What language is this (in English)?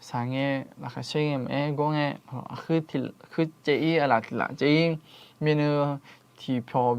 Akha